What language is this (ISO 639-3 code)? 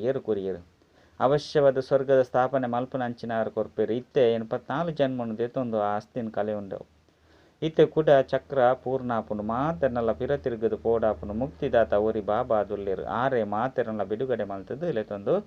tcy